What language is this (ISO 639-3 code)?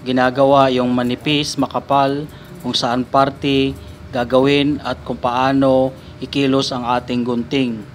fil